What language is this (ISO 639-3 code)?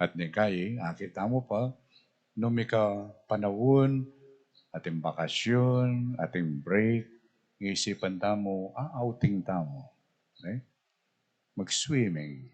pam